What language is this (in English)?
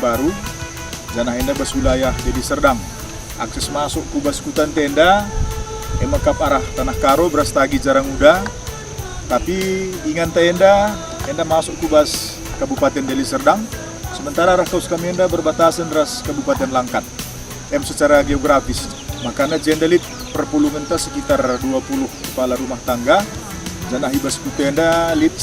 Batak Karo